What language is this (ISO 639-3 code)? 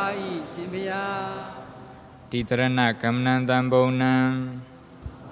mya